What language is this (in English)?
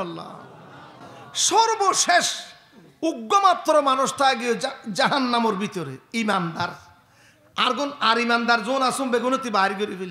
Rohingya